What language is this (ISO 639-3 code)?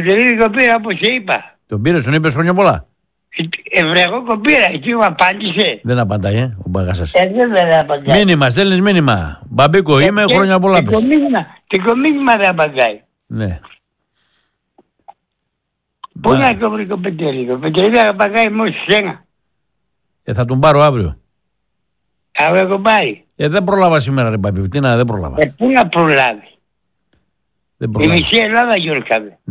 ell